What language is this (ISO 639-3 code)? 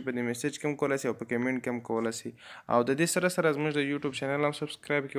pus